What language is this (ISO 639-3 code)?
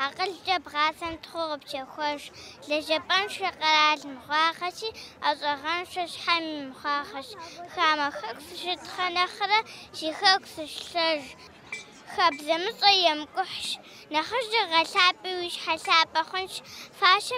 kbd